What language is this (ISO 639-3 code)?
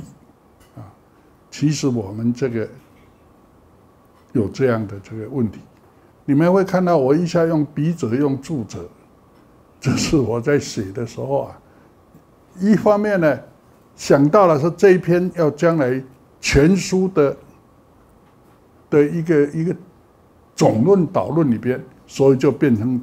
zho